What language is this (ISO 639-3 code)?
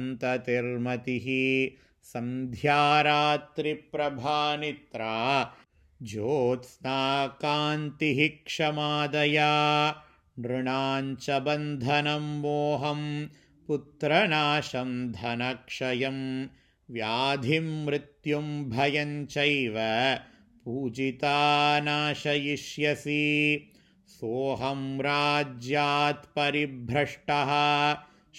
san